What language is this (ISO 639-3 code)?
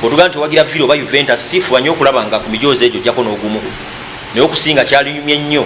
lug